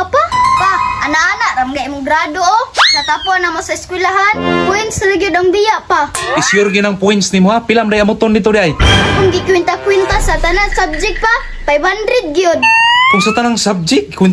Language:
Cebuano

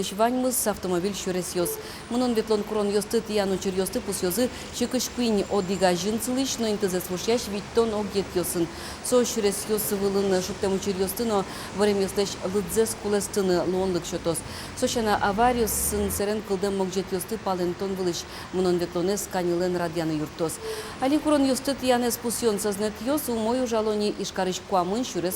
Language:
Udmurt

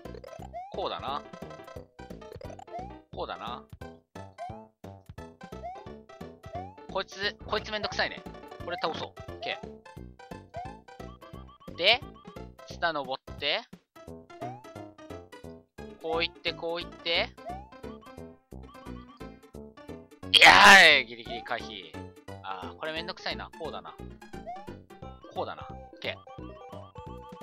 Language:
Japanese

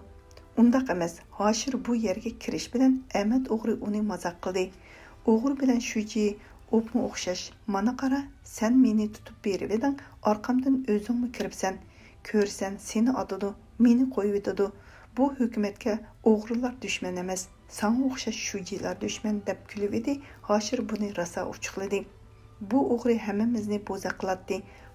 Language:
Uyghur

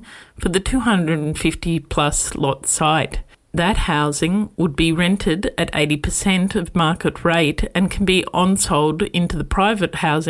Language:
English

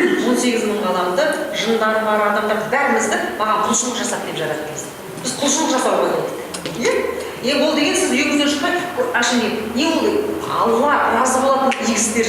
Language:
Kazakh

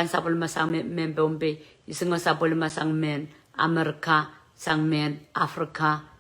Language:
Pohnpeian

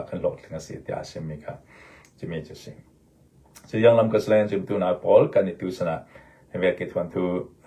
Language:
Hakha Chin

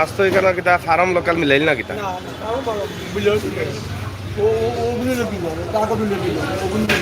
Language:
Sylheti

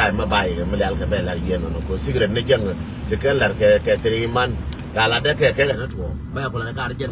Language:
Nuer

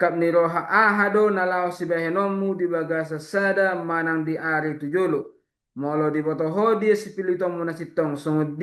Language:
Batak Toba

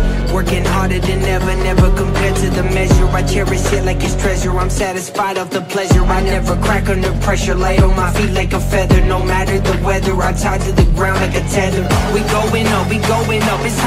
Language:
English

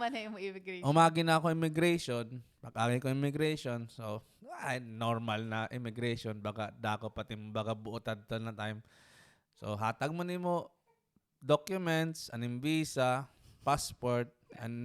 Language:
Waray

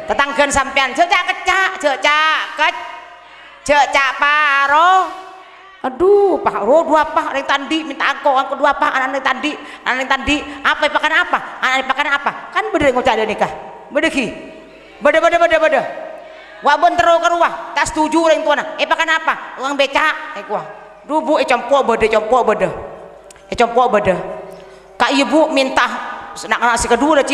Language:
Madurese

